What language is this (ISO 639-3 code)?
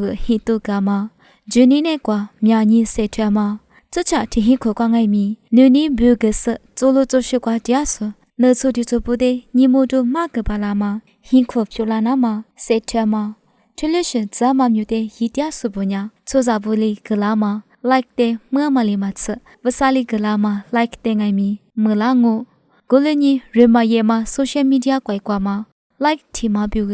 lis